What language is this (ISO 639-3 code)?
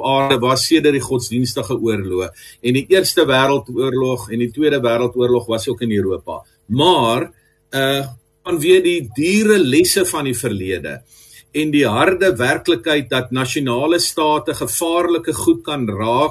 afr